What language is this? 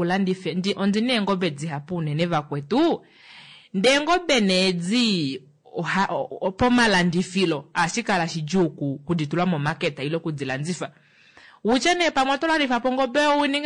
Kuanyama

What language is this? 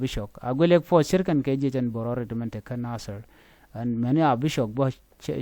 Nuer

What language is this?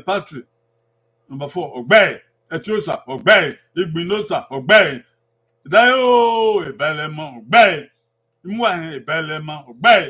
Bini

